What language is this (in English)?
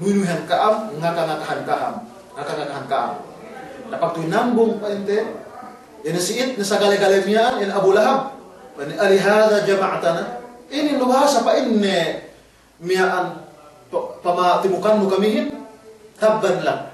Yakan